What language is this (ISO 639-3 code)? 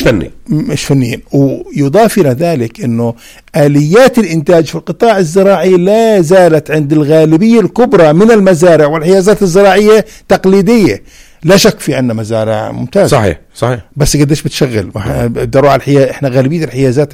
apc